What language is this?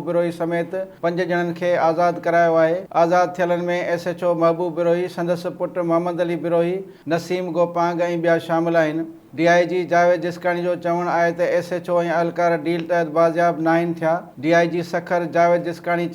Sindhi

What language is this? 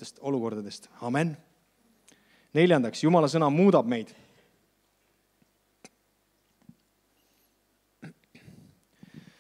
Estonian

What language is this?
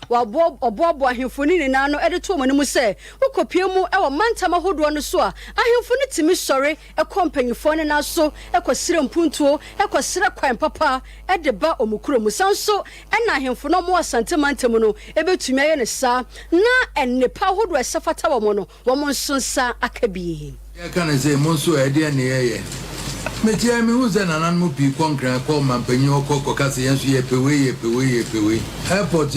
Akan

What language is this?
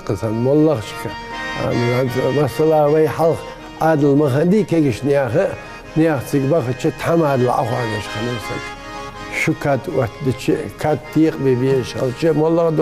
Ingush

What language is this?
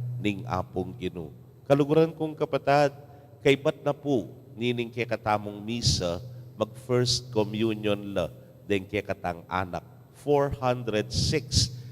Pampanga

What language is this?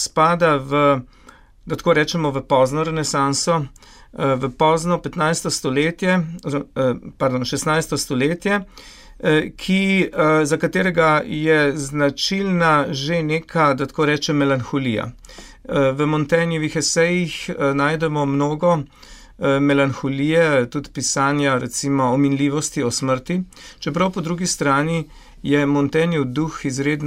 Slovenian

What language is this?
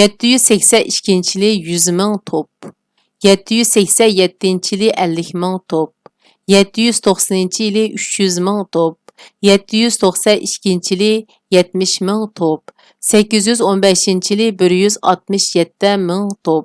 Uyghur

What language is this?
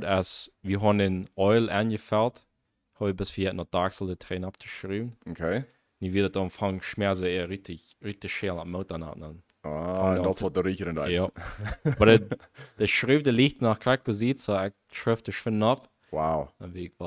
Plautdietsch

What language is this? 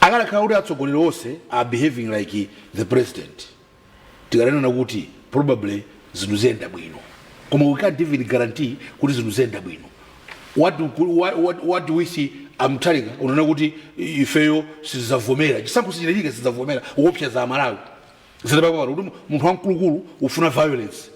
Nyanja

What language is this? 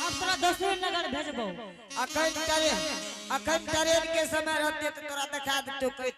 Angika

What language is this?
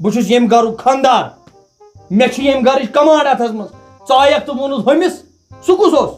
Kashmiri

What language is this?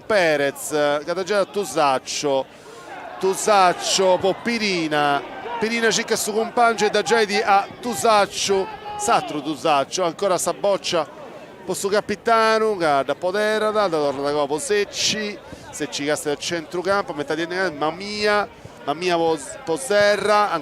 Sardinian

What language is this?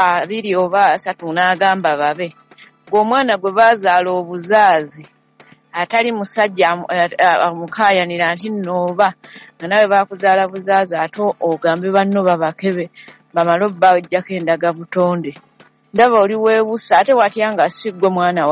Ganda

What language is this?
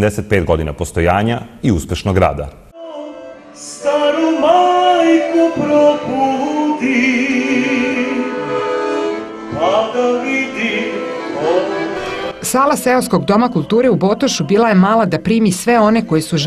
Serbian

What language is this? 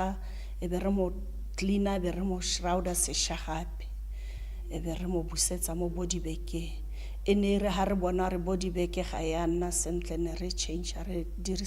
Tswana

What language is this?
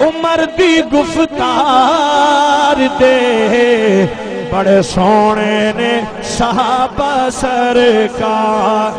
Saraiki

